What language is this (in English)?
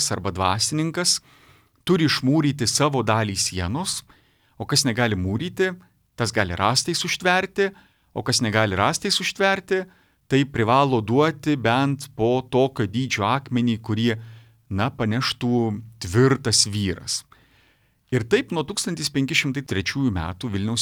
Lithuanian